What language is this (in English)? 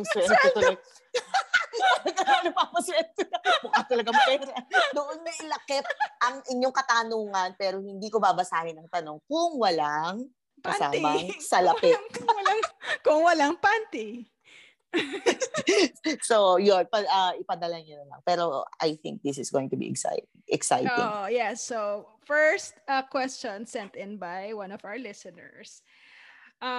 Filipino